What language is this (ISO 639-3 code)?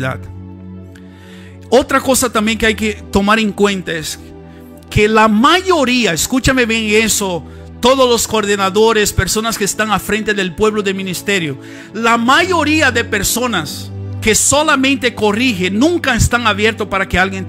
spa